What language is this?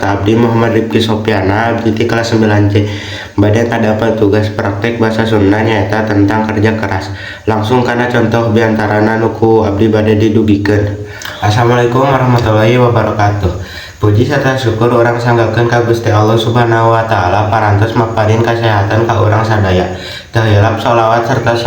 Sundanese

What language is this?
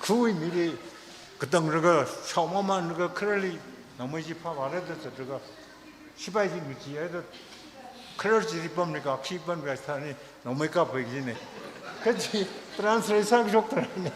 Tangkhul Naga (India)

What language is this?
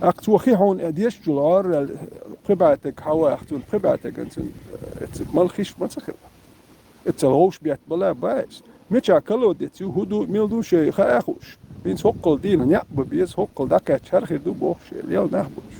Chechen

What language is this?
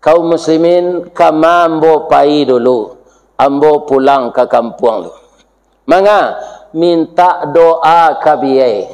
Minangkabau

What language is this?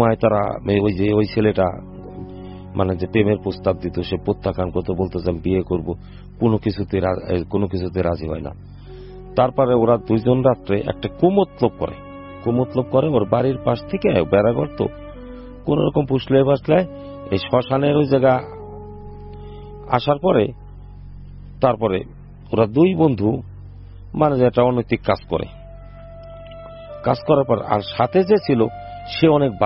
Bangla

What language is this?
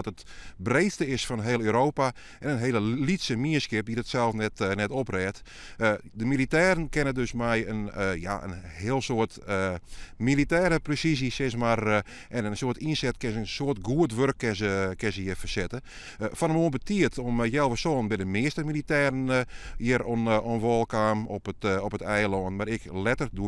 Western Frisian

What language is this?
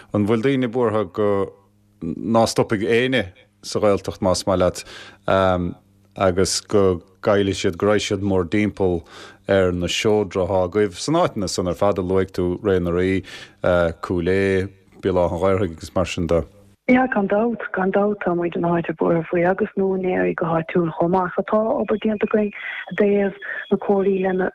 Irish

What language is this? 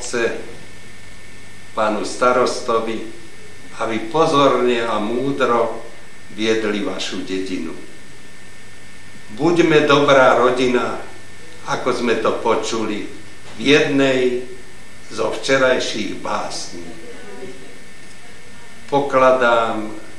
Slovak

